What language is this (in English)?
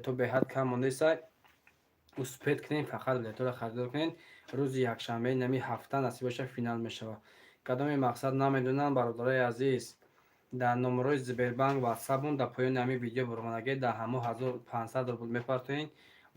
Tajik